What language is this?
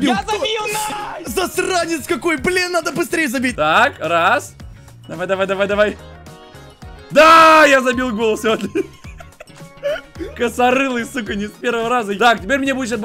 Russian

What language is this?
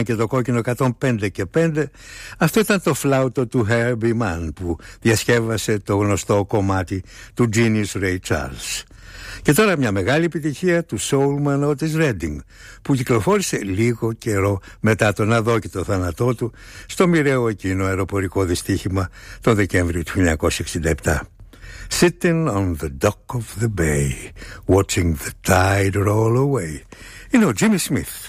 Greek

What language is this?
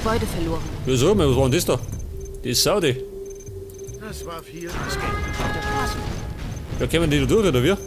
Bavarian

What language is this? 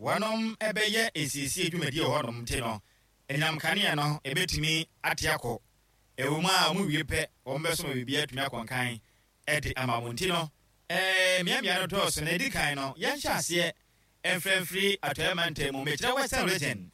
Akan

